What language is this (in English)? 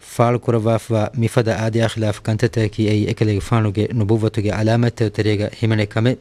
Divehi